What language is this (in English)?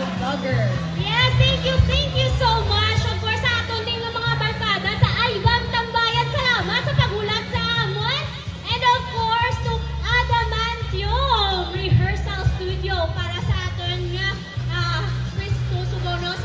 Hiligaynon